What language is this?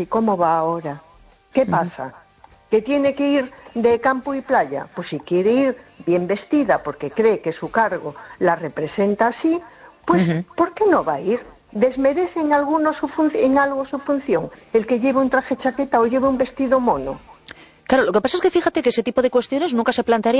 Spanish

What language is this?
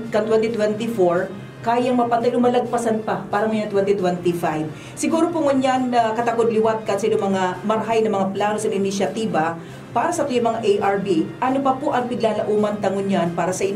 Bikol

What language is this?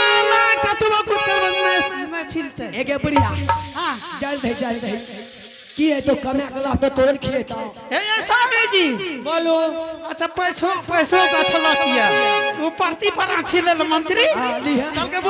Angika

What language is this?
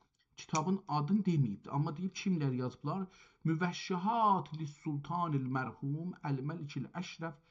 South Azerbaijani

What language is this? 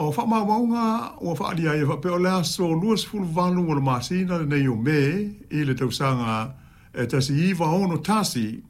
Samoan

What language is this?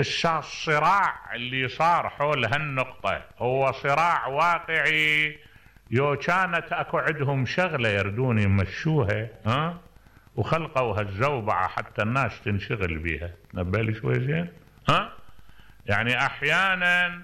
Mesopotamian Arabic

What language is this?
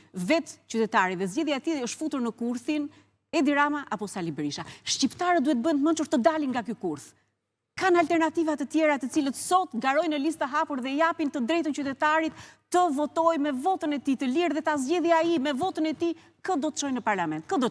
Albanian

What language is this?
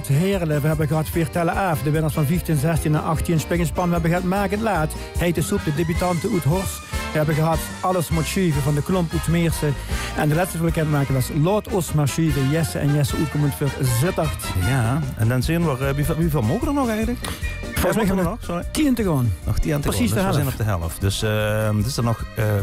Limburgish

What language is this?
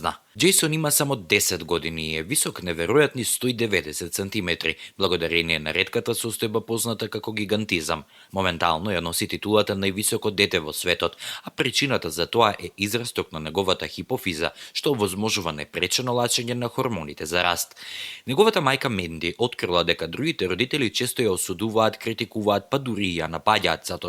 Macedonian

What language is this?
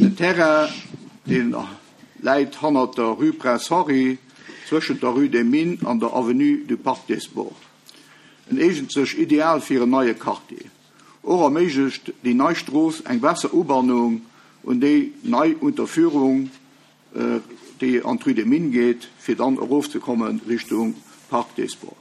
Luxembourgish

